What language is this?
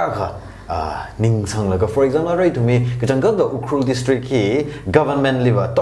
Tangkhul Naga (India)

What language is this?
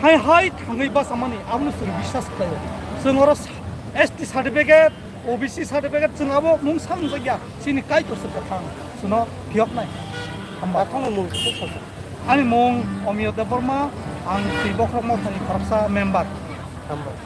Kok Borok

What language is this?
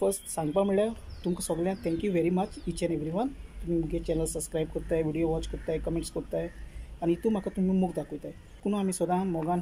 Konkani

